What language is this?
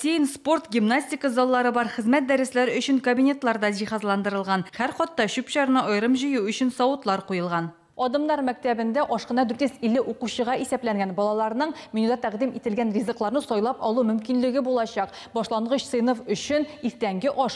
Tatar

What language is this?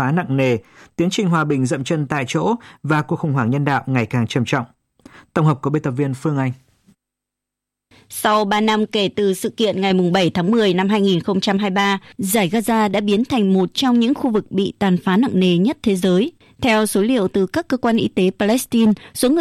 Vietnamese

